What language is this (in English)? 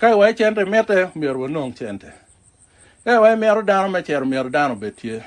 Acoli